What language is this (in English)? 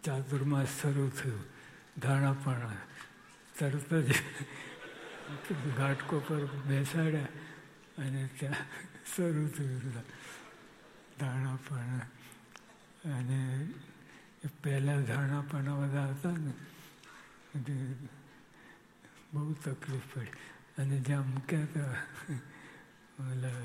Gujarati